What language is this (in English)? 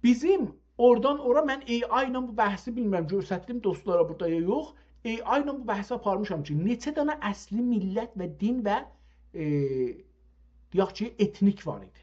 South Azerbaijani